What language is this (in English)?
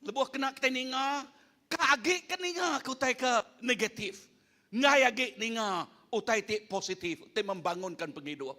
Iban